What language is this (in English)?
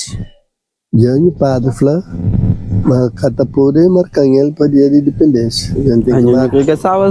Kabuverdianu